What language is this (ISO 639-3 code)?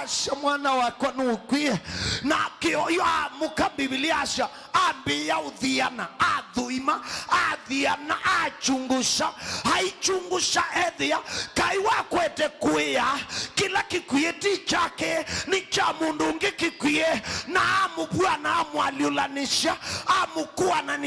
kam